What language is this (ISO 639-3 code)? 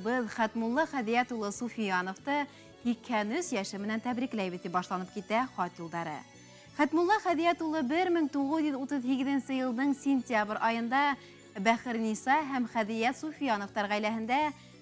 bak